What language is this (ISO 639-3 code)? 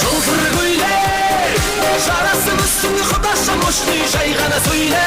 kaa